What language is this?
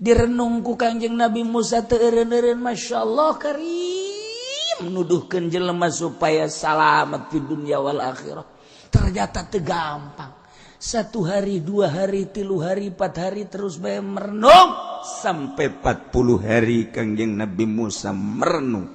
Sundanese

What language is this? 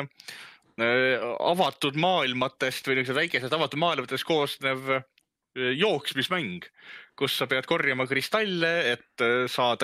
Estonian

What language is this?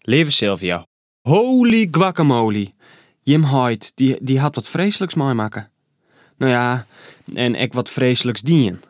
Western Frisian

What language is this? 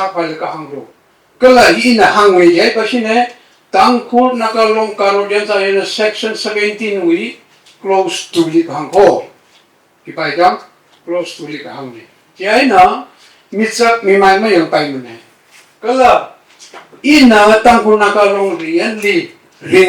Tangkhul Naga (India)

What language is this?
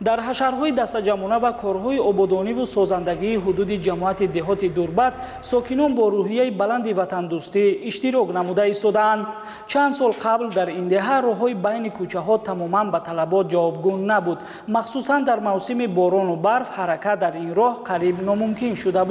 Tajik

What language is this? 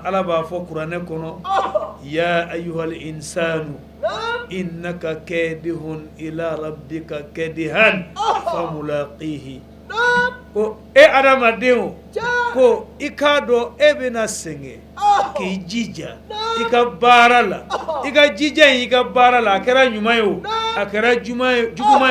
Bambara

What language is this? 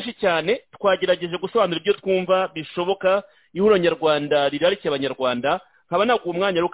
Kinyarwanda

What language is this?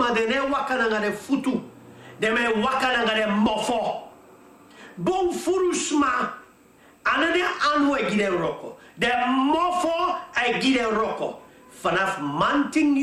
Sranan Tongo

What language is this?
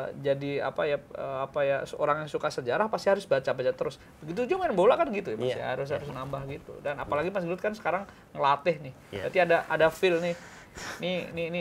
Indonesian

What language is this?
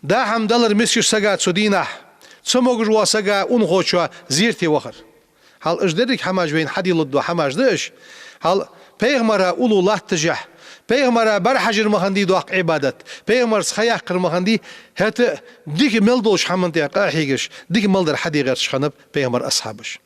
Ingush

